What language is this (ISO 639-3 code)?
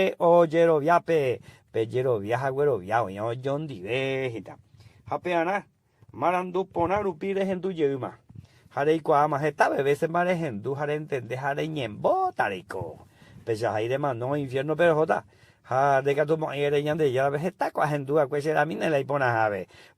grn